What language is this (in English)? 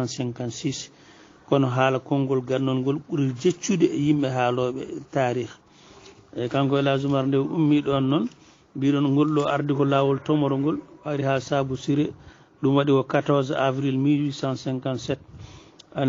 Fula